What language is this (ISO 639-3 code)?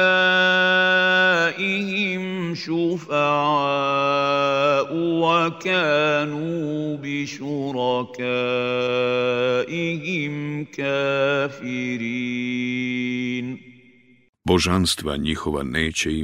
bos